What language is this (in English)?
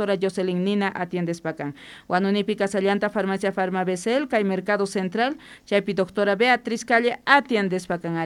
Quechua